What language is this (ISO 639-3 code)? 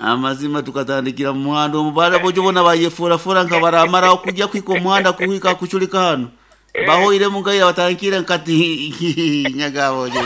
nyo